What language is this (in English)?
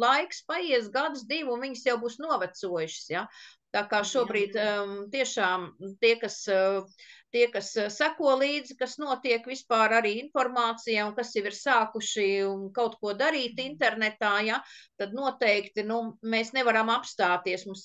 Latvian